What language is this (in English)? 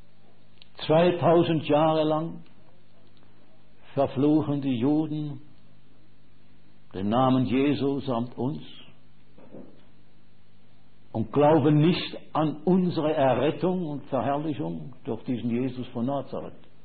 German